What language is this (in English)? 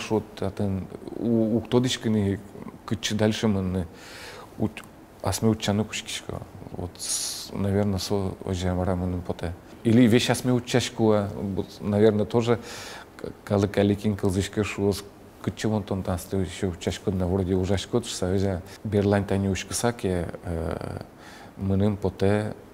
Udmurt